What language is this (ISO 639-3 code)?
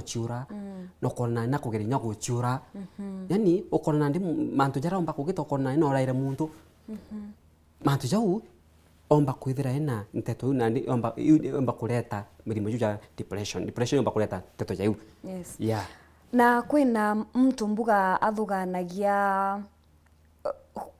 mer